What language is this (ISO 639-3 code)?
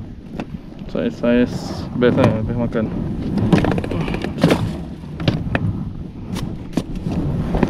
msa